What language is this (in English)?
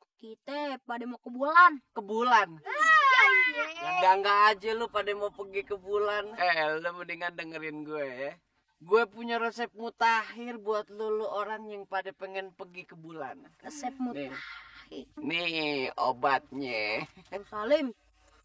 Betawi